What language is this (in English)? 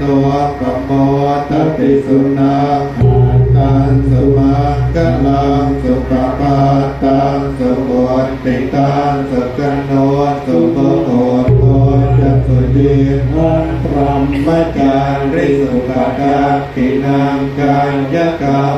Pali